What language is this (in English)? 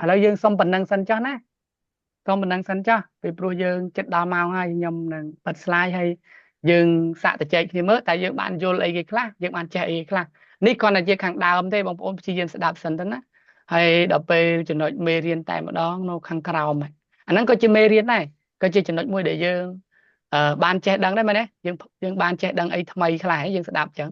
Khmer